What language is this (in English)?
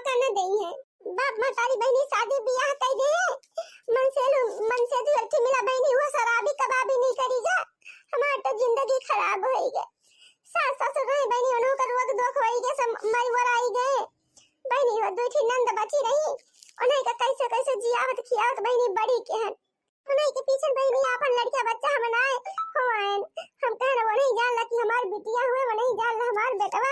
Awadhi